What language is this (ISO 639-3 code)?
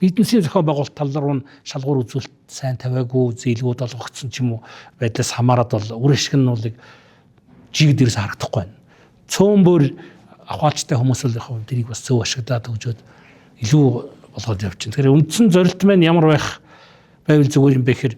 mon